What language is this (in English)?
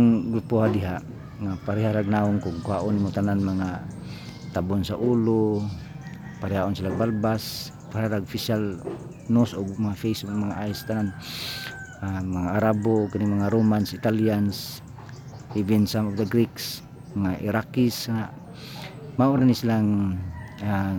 Cebuano